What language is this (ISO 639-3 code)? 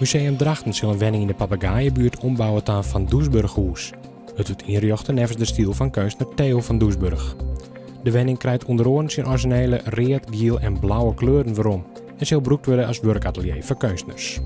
fry